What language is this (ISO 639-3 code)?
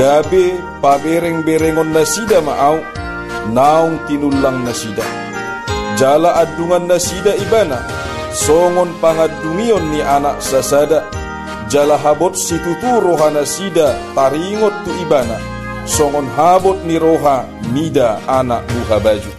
bbc